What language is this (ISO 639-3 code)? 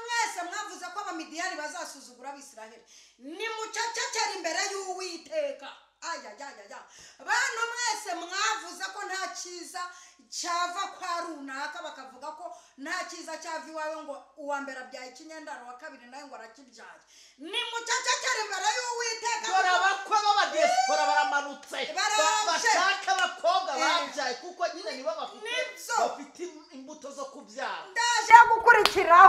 kin